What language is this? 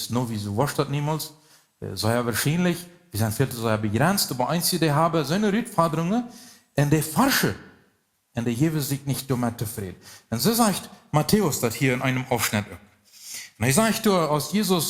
Plautdietsch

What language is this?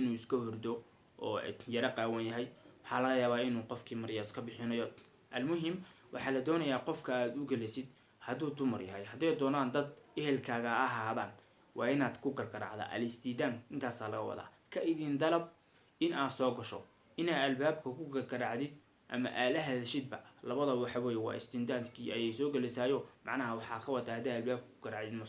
Somali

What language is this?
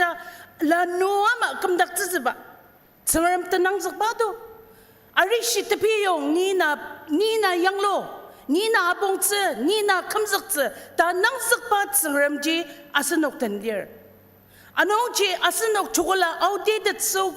Ao Naga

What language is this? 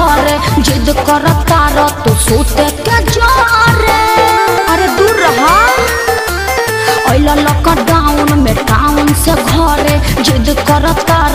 Bhojpuri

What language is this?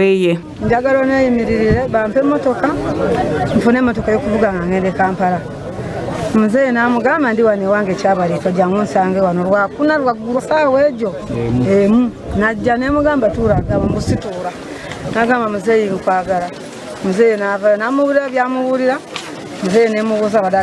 Nyankole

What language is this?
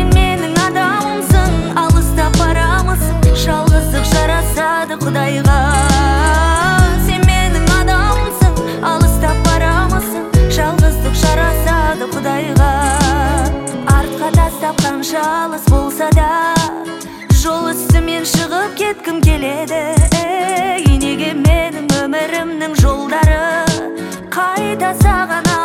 Kazakh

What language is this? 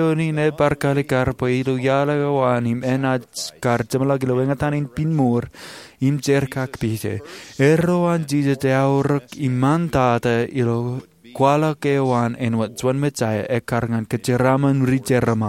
Marshallese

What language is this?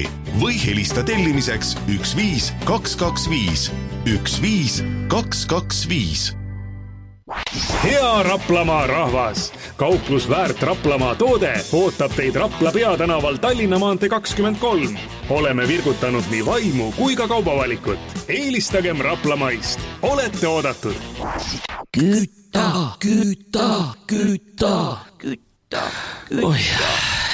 Estonian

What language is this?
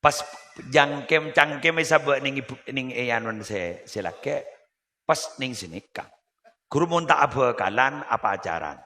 Madurese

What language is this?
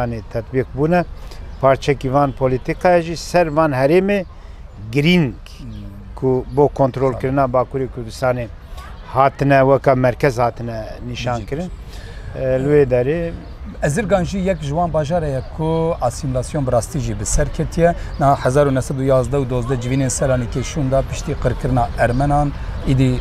Kurdish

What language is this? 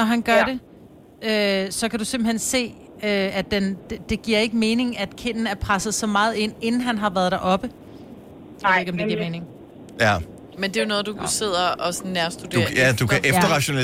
Danish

